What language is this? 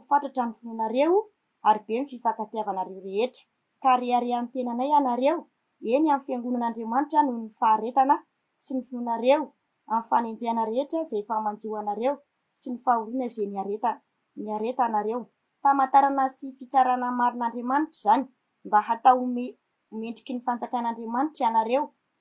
Malagasy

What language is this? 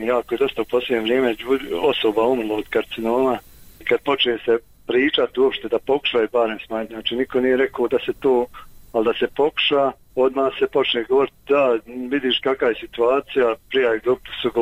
Bosnian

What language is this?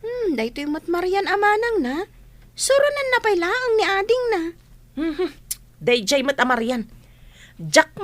Iloko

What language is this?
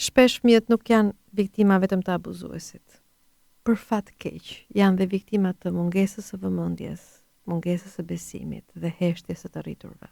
Albanian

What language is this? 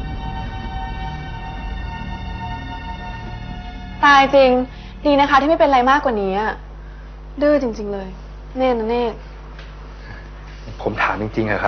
Thai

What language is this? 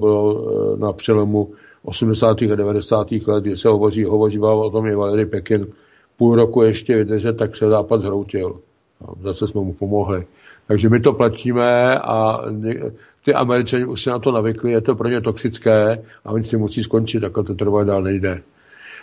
Czech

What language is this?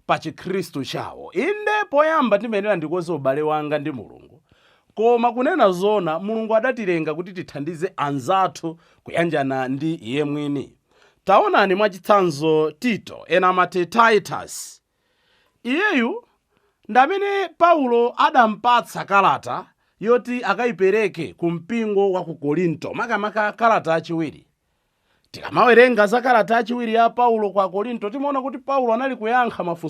Nyanja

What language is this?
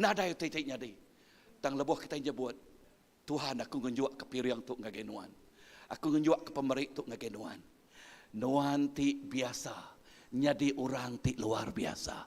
Iban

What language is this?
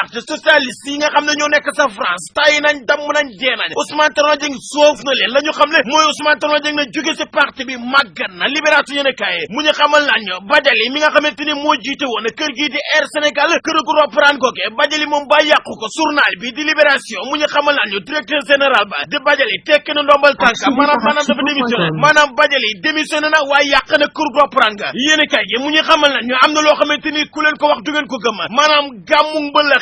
Wolof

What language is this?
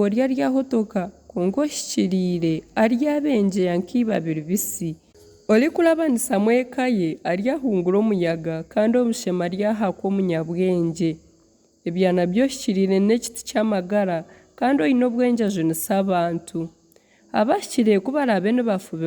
Nyankole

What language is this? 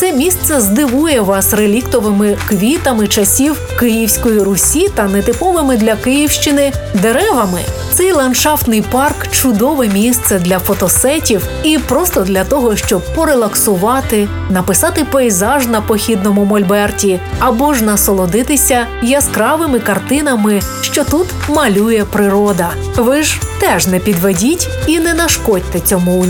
Ukrainian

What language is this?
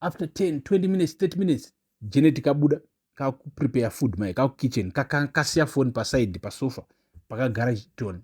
Shona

